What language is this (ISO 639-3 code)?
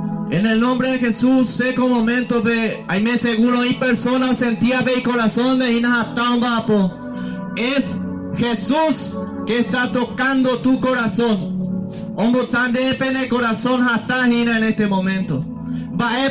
grn